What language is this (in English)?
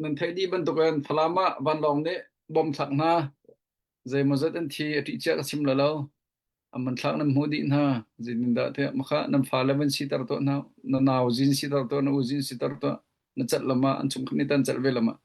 Hakha Chin